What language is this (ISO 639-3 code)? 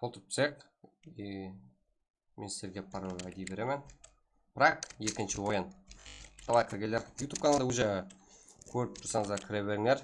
kaa